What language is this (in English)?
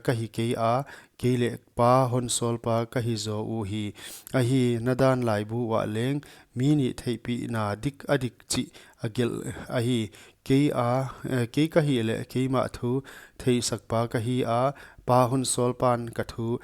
Paite Chin